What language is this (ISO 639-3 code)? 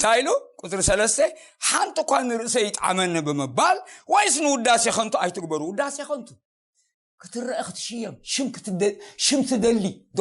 tir